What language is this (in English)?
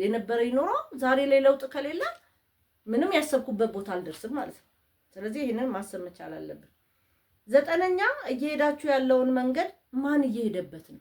Amharic